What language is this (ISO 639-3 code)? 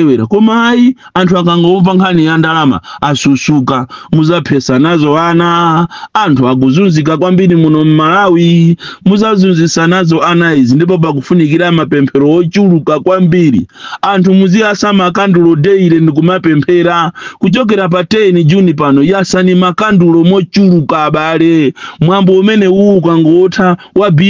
nya